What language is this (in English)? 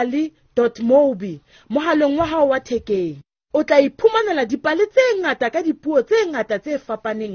Southern Sotho